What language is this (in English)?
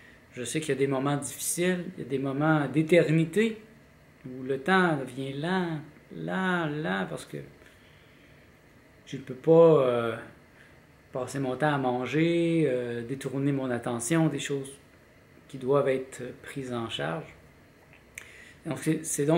French